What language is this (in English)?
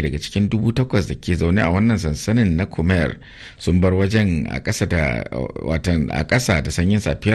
Hausa